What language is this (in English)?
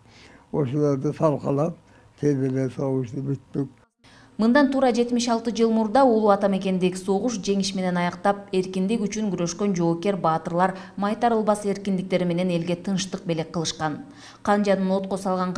Kyrgyz